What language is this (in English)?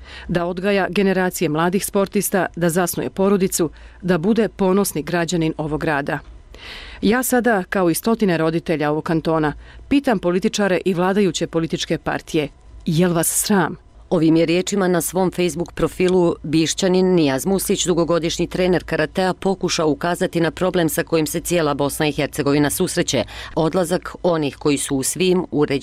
Bosnian